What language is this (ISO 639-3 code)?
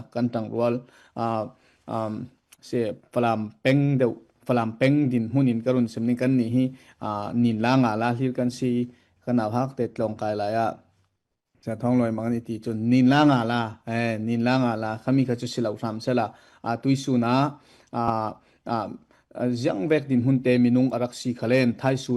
cfm